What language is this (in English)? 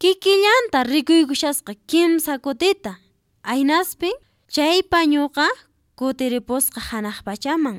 Quechua